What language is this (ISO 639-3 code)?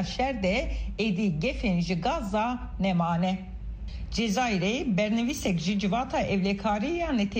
kur